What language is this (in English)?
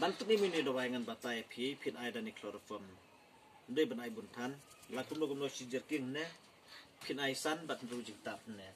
Khasi